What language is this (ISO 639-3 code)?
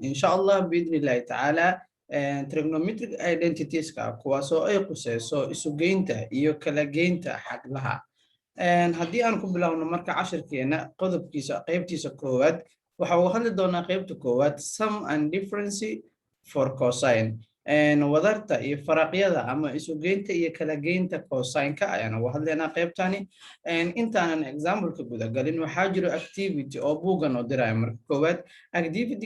som